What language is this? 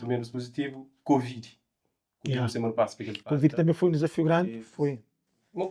Kabuverdianu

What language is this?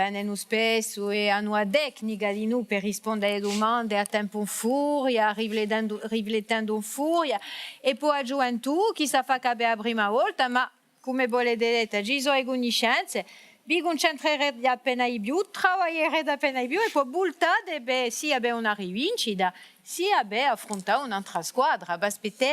Corsican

